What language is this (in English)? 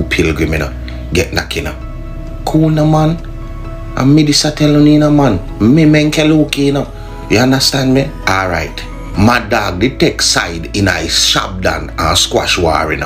Jamaican Creole English